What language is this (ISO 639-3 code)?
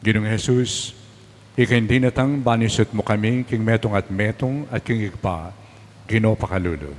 pam